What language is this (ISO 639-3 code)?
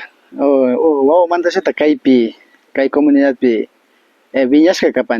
qvi